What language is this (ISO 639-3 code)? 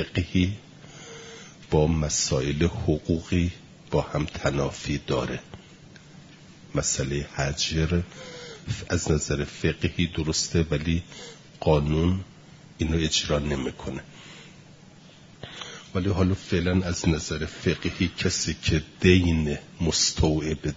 fas